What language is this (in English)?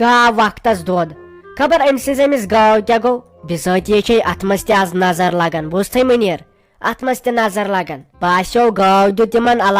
Kashmiri